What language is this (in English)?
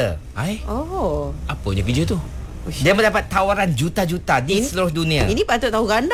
Malay